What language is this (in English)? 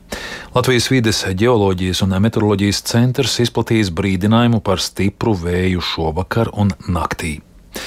Latvian